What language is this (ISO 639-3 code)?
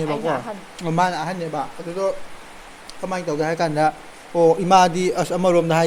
mni